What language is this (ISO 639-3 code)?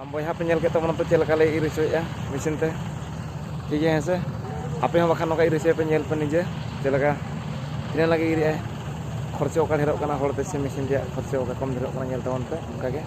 sat